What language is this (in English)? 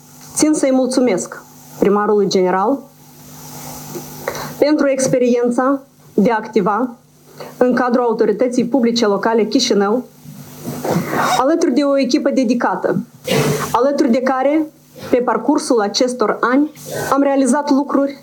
Romanian